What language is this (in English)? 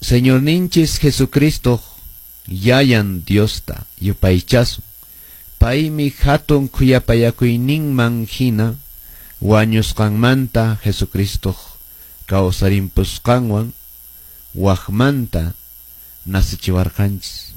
Quechua